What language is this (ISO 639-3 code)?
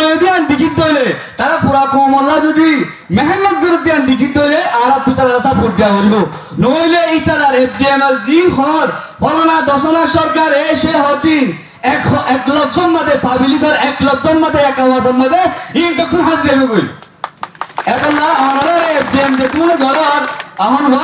rhg